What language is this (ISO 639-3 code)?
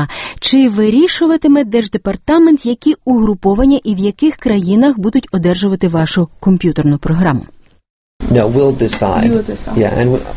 ukr